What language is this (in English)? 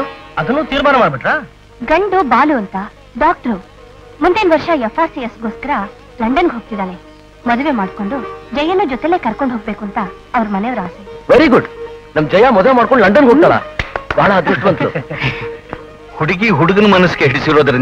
Kannada